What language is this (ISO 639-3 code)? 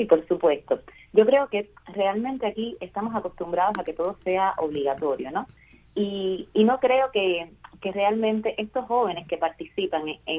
spa